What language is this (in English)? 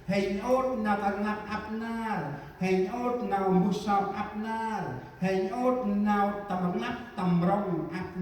Central Mnong